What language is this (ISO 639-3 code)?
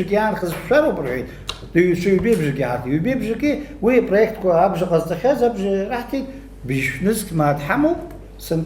abk